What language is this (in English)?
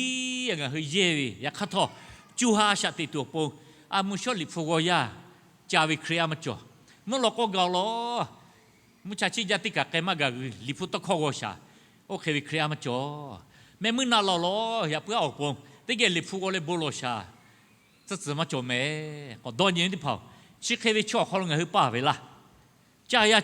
Lahu